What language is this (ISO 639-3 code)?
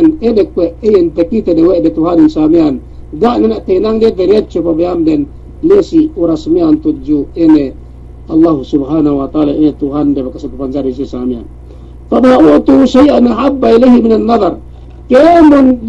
yka